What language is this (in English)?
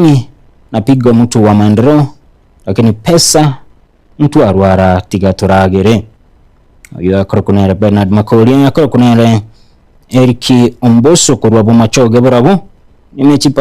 Gusii